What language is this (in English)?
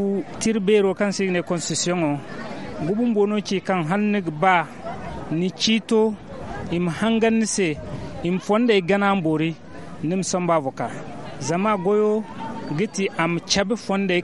Zarma